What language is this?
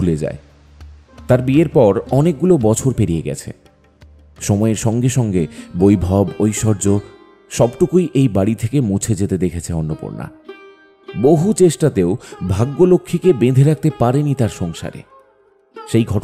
Bangla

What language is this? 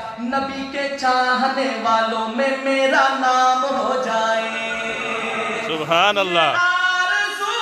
Urdu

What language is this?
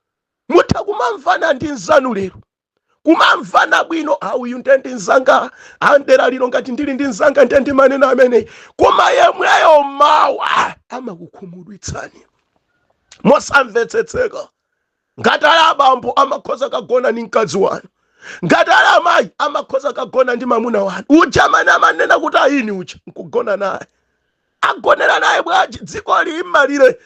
Nyanja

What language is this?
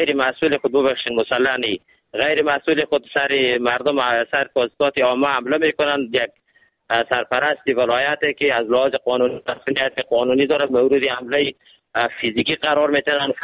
Persian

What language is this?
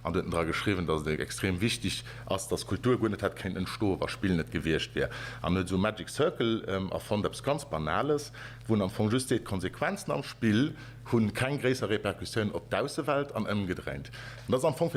Luxembourgish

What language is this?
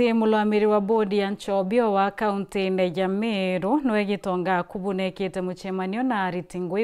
Meru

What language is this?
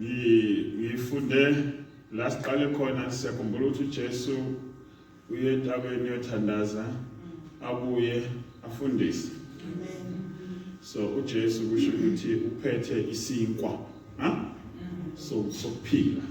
Zulu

